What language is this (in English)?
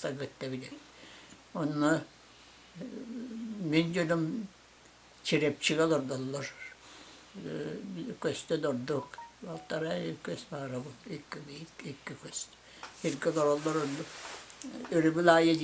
Yakut